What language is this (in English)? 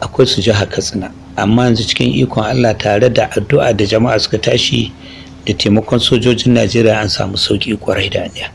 Hausa